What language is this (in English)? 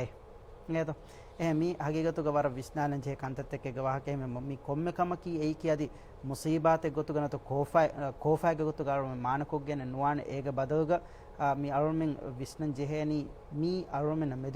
Divehi